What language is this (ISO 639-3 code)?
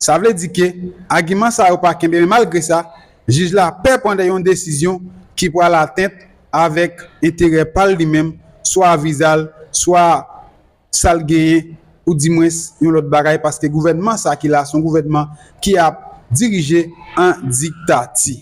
hat